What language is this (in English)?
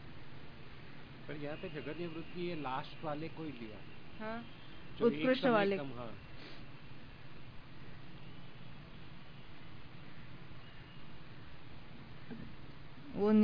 Hindi